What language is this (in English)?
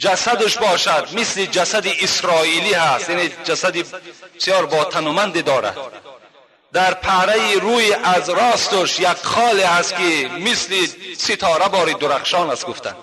Tajik